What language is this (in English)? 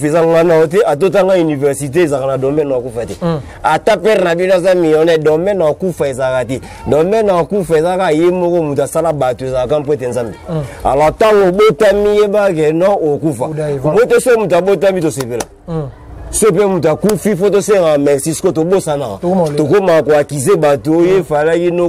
Lingala